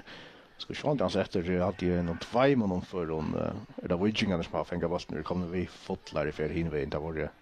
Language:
Faroese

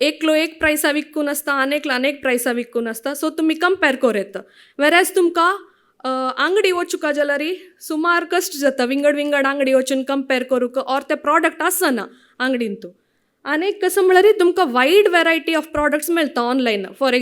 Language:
Konkani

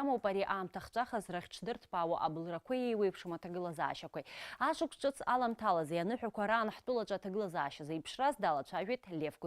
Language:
Abkhazian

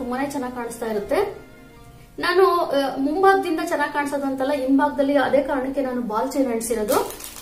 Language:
Kannada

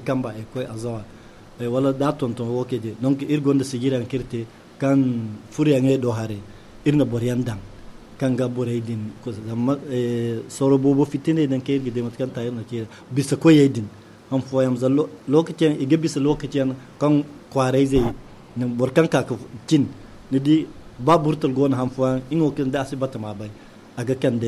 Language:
Zarma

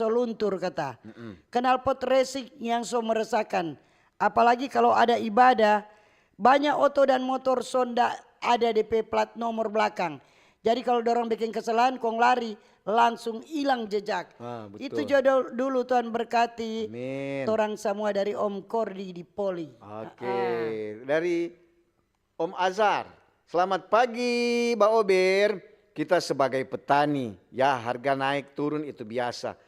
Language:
Manado Malay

